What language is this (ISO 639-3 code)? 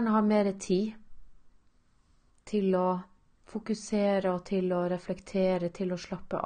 nor